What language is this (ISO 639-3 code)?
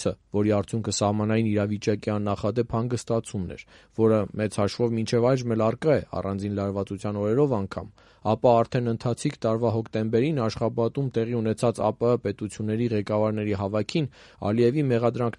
hye